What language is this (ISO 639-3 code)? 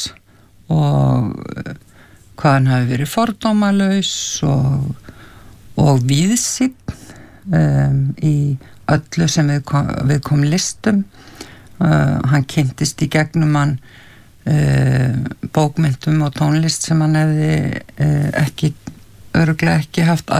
isl